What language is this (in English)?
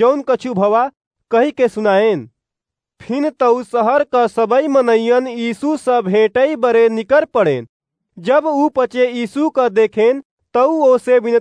Awadhi